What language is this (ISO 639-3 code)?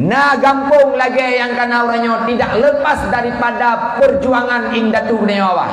ace